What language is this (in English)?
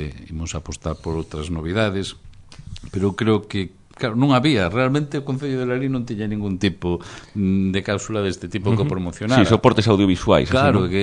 Galician